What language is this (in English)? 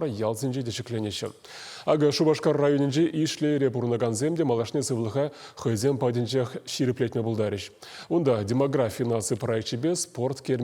Chuvash